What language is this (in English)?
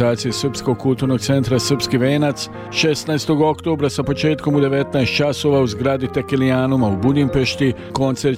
Serbian